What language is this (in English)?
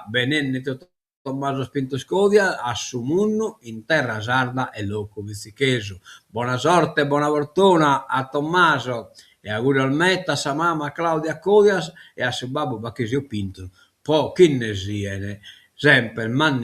Sardinian